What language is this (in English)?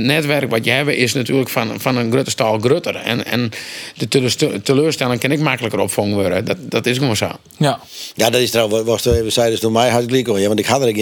Western Frisian